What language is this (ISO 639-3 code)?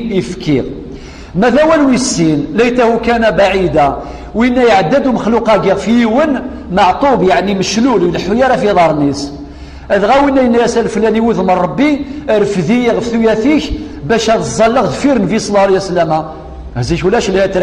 kab